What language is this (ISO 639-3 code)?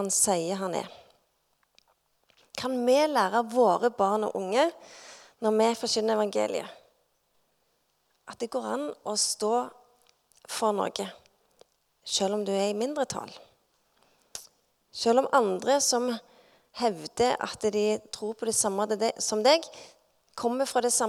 nor